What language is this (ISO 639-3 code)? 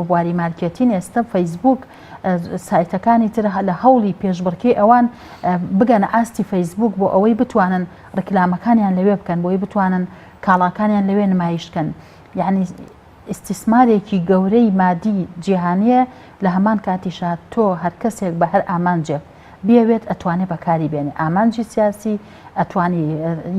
ckb